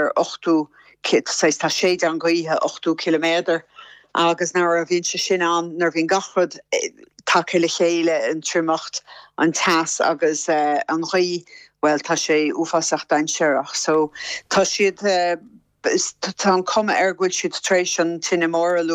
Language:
Irish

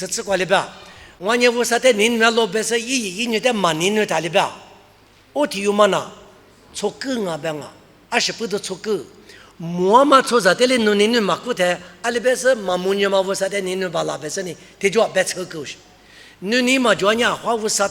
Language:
Lisu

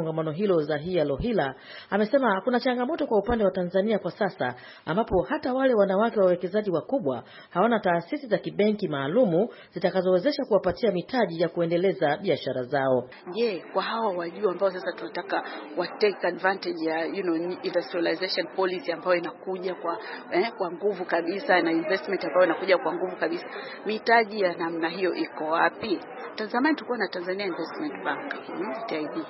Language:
Swahili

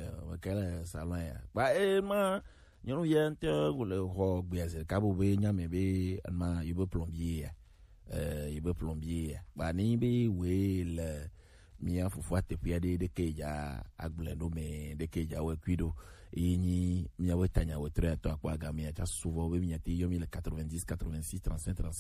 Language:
Gen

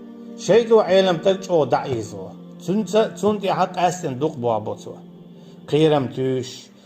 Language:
Chechen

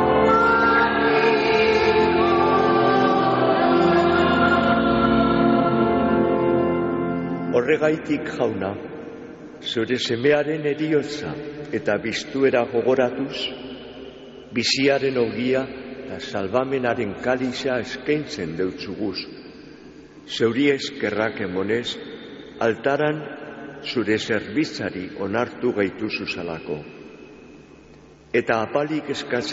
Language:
Basque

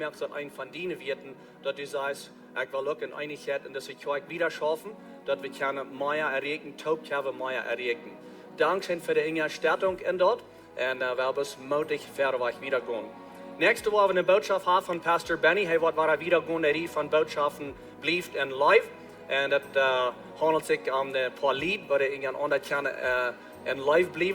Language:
Plautdietsch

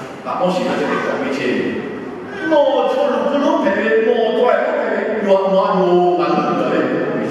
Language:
Lahu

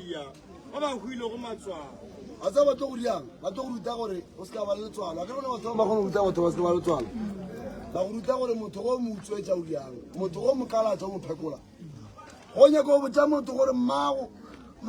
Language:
Northern Sotho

